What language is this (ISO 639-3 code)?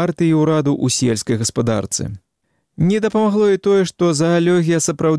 bel